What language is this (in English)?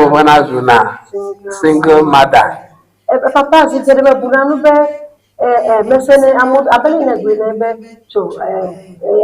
Ewe